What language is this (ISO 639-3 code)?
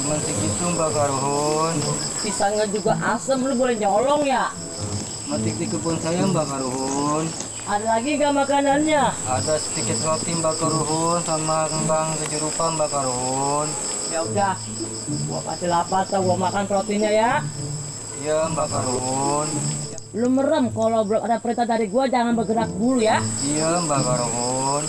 bew